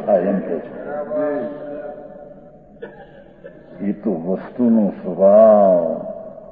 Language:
Gujarati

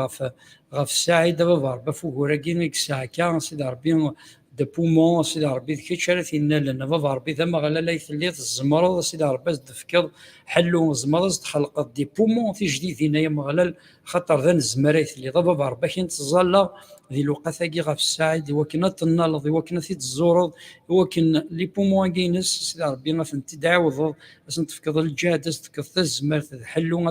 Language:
Kabyle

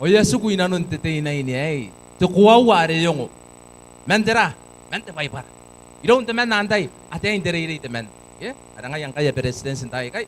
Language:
Gilbertese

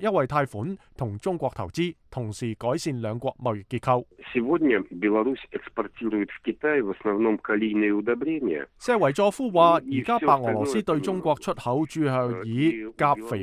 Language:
Cantonese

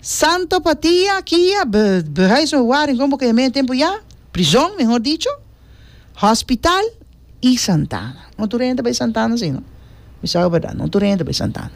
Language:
Papiamento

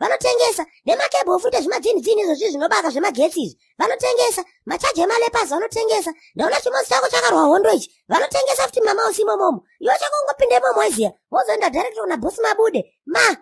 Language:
Shona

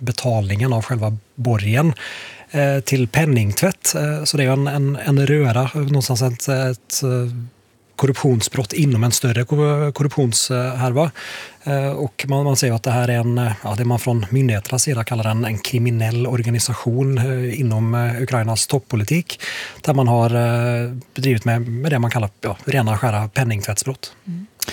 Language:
Swedish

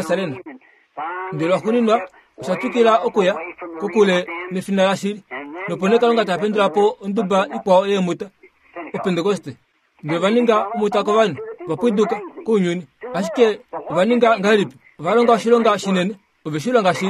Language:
Kuanyama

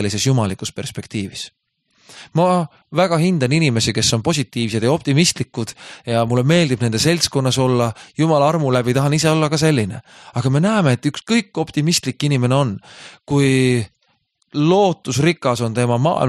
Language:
Estonian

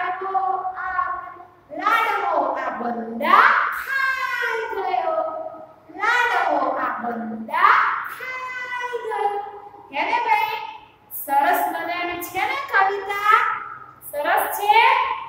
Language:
Gujarati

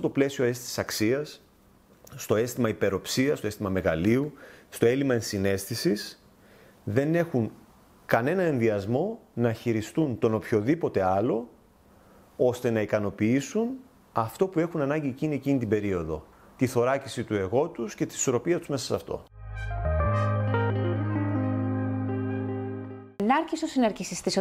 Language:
Greek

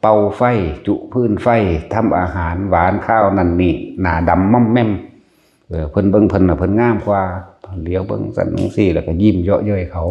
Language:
Northeastern Thai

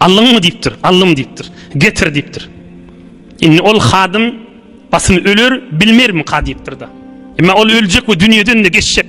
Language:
Turkmen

